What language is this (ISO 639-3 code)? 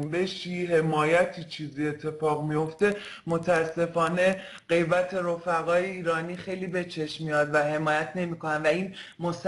fas